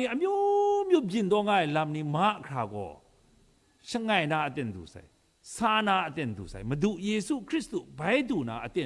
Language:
Kachin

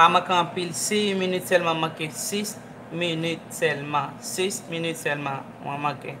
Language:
Haitian Creole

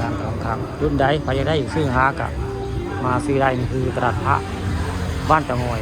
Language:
Northeastern Thai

